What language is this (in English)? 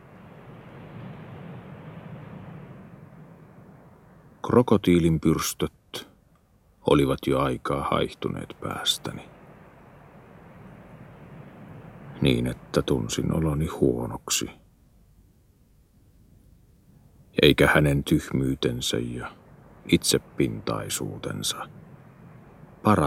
Finnish